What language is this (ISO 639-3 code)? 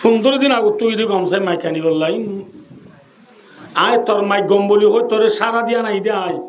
rhg